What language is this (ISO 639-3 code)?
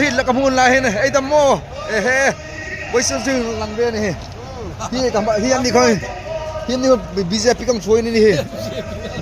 hmr